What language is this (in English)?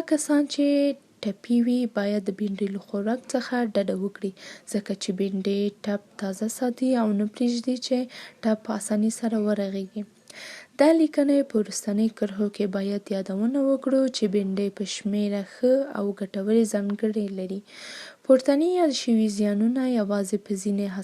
Pashto